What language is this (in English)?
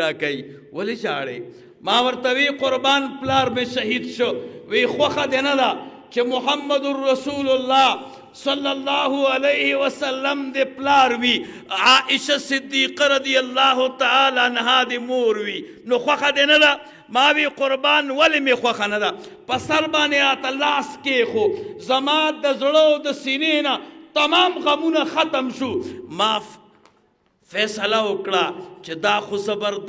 Pashto